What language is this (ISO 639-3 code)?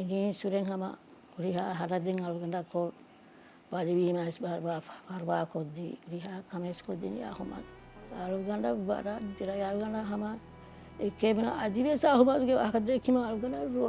div